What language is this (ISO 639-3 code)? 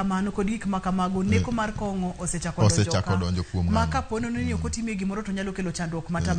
luo